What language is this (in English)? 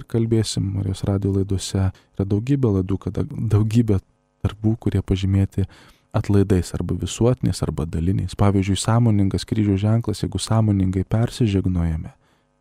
Lithuanian